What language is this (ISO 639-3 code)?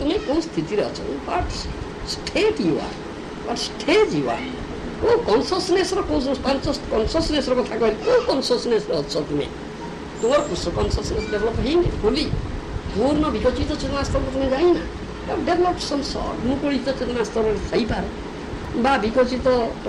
ori